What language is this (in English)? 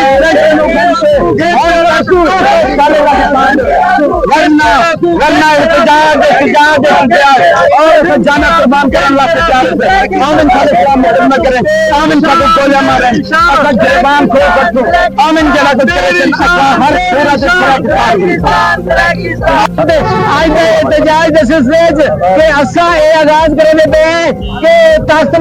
Saraiki